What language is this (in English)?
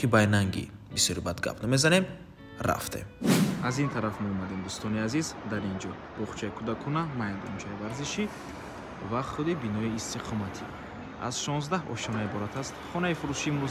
Tajik